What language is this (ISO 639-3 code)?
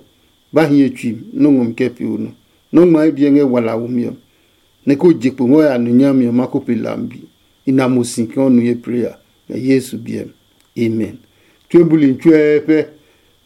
ada